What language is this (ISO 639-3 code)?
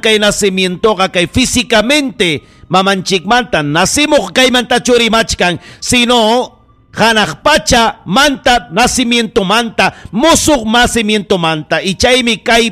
quy